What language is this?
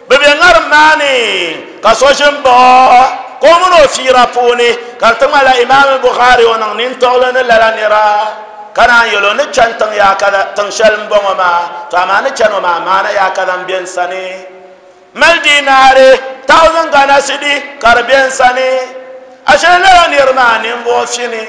Dagbani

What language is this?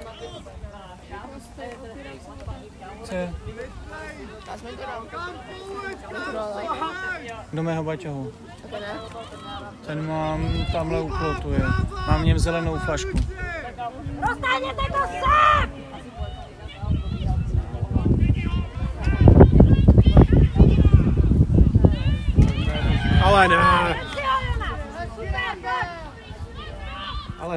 Czech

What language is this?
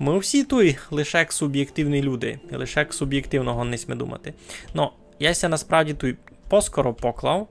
Rusyn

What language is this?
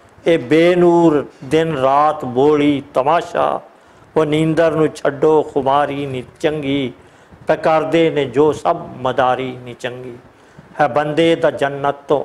Western Panjabi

